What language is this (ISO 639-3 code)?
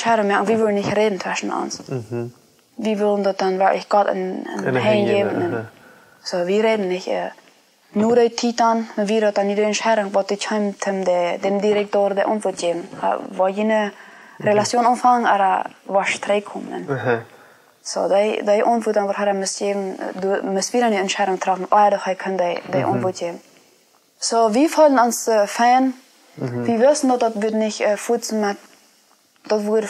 pdt